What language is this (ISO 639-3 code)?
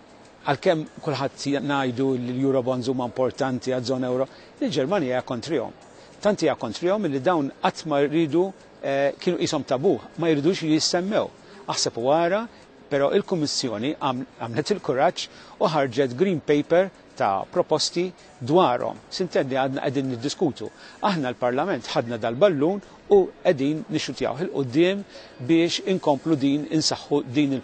mlt